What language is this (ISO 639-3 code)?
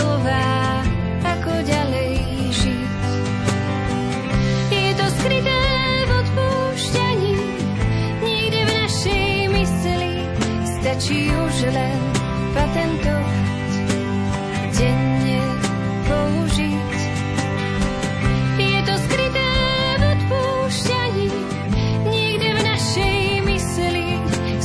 slk